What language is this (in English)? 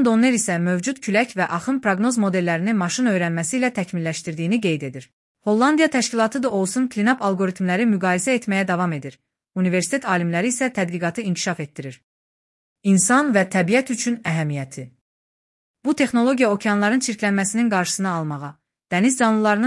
Azerbaijani